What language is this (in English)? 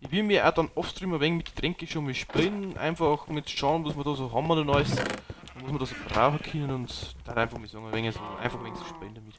Bavarian